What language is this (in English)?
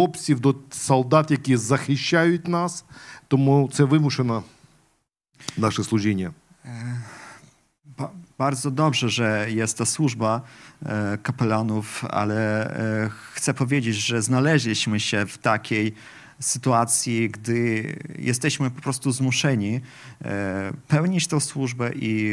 Polish